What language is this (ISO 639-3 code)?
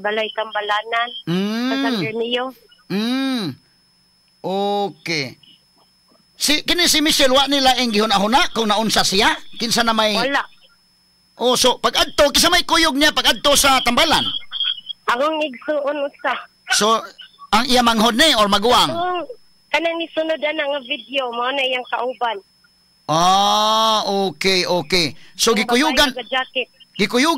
ceb